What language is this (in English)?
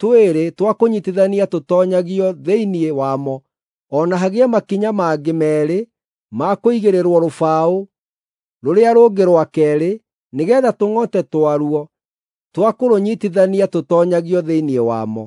Kikuyu